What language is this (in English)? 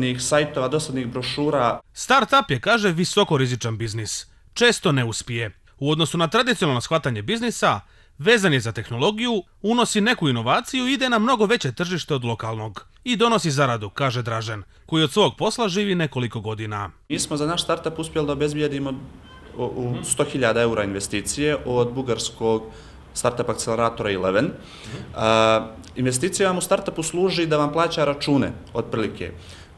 Croatian